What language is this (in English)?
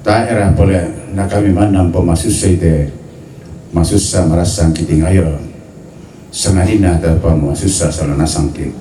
Toraja-Sa'dan